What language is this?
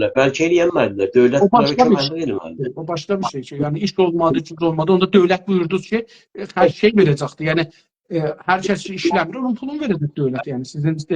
South Azerbaijani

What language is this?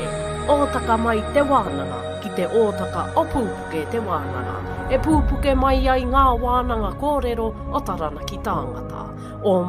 Māori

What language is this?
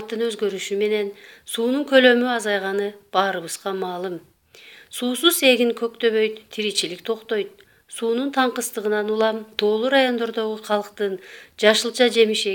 Kyrgyz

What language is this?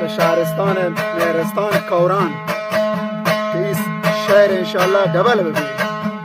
Eastern Balochi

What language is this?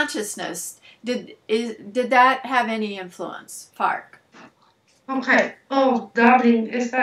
English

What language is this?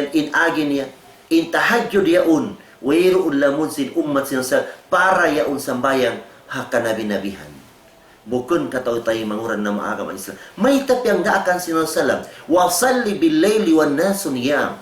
Tausug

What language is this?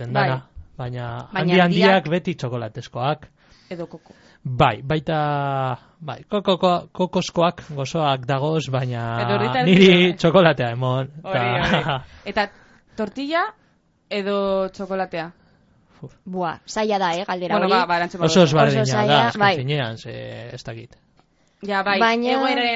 Basque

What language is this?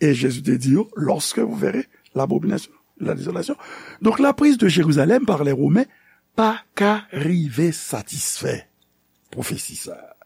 Haitian Creole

